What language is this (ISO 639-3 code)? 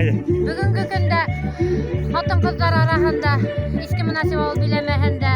bak